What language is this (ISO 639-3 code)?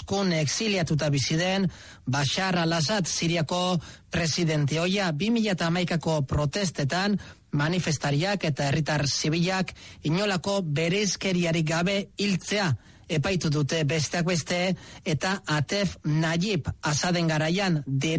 eus